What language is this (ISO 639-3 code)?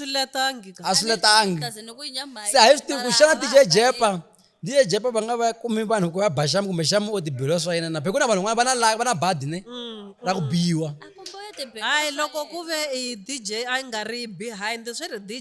tso